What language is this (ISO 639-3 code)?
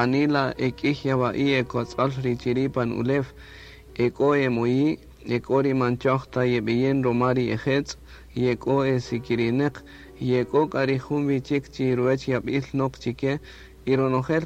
cak